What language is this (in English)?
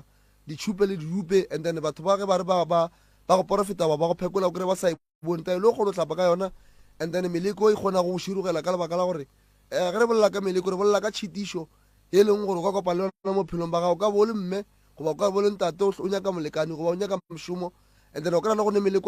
Northern Sotho